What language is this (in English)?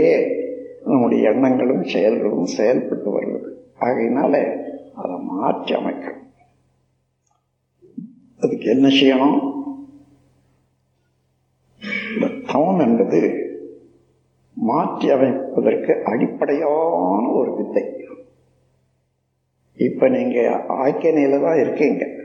Tamil